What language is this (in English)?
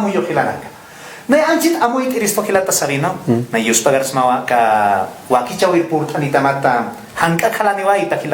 Aymara